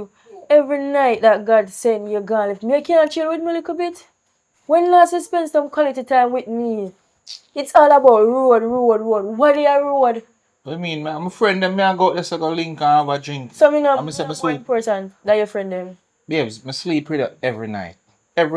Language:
Jamaican Creole English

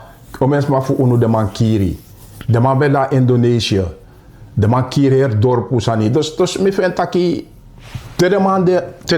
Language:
Sranan Tongo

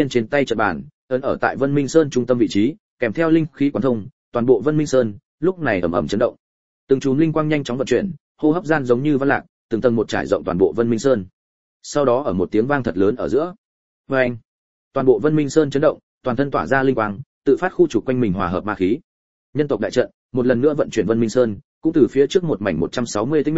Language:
Vietnamese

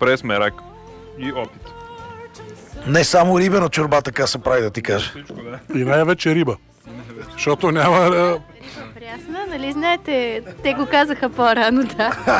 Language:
Bulgarian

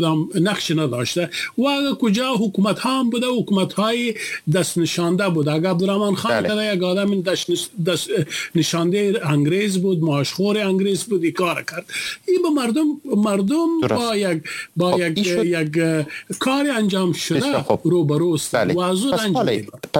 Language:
Persian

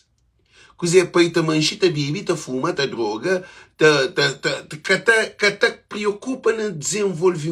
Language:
Kabuverdianu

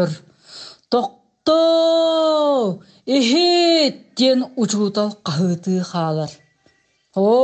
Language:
Yakut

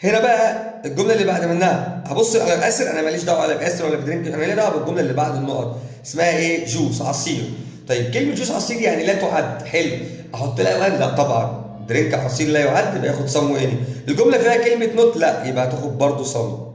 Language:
Egyptian Arabic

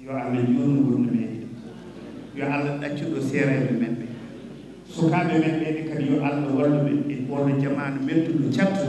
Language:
Fula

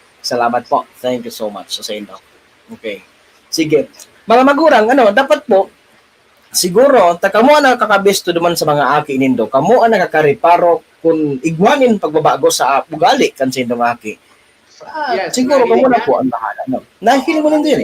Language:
Bikol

